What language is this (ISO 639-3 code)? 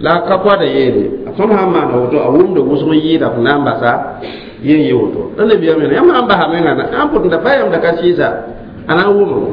mos